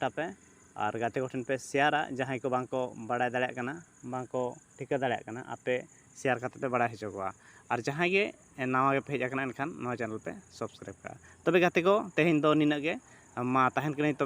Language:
Santali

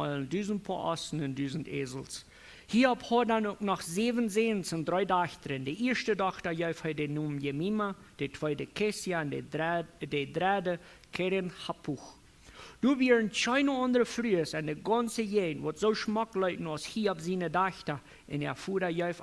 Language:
Plautdietsch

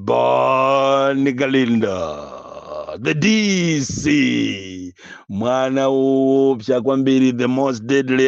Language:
Nyanja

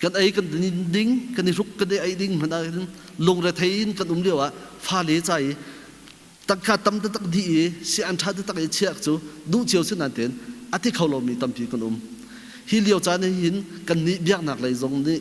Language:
Hakha Chin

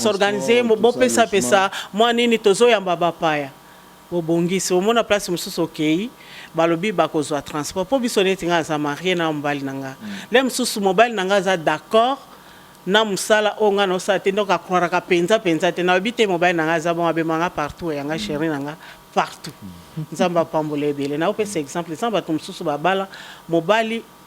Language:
Lingala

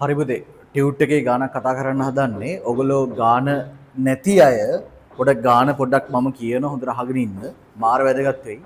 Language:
Sinhala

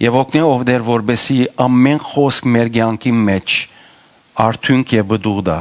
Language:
Western Armenian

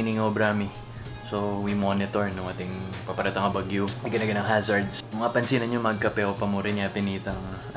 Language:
Pampanga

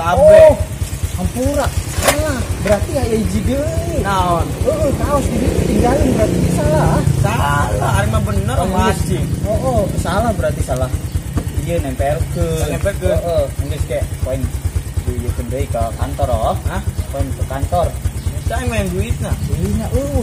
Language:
Sundanese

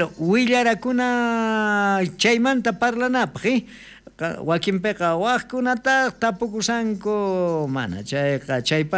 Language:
South Bolivian Quechua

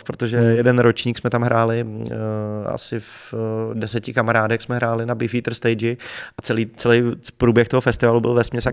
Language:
Czech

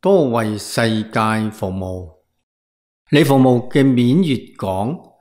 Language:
Cantonese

